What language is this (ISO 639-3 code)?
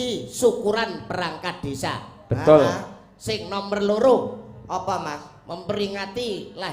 jav